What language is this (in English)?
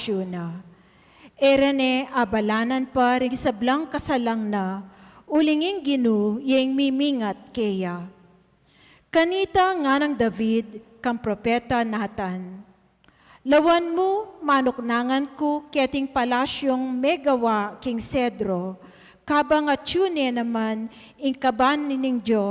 Pampanga